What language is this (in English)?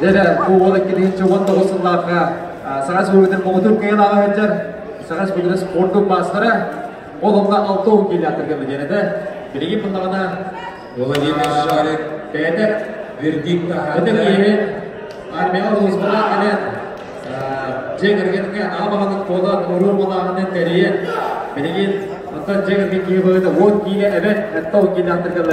Yakut